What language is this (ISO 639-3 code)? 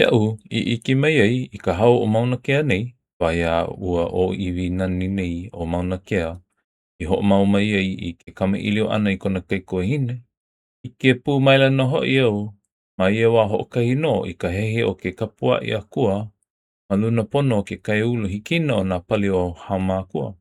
haw